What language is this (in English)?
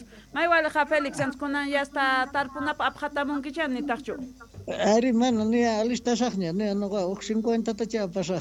South Bolivian Quechua